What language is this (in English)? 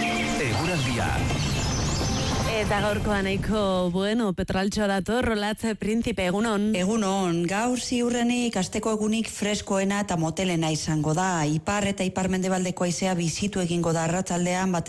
Basque